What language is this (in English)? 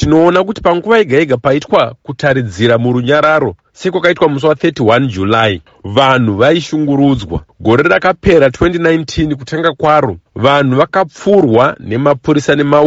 Shona